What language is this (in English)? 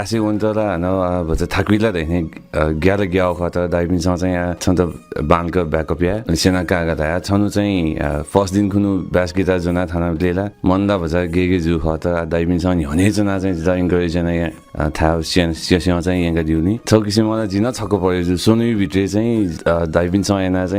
Newari